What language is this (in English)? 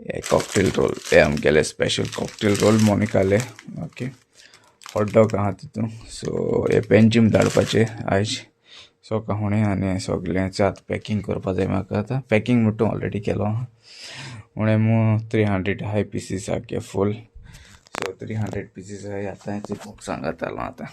Konkani